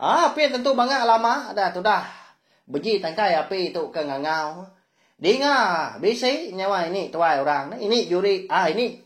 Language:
Iban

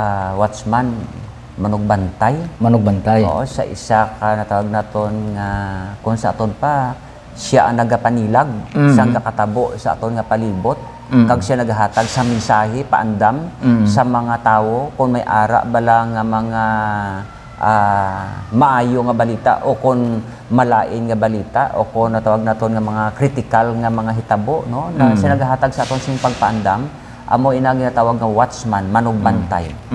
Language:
Hiligaynon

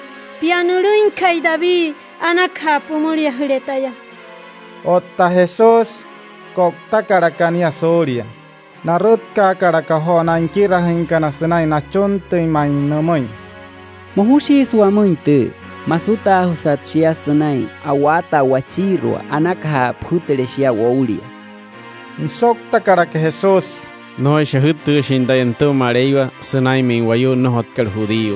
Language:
Wayuu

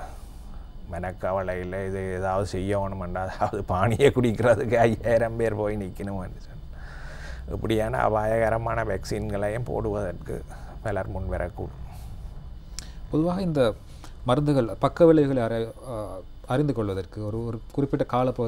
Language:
Tamil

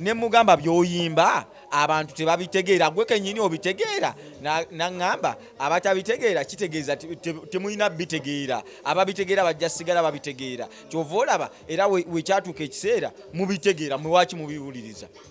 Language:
Ganda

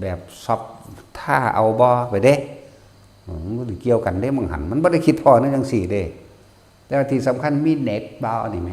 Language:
Northeastern Thai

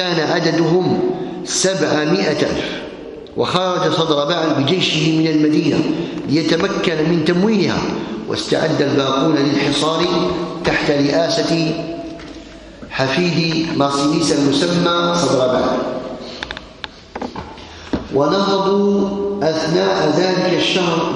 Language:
Arabic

